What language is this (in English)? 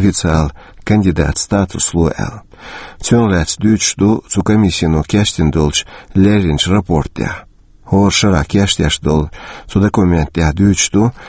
Chechen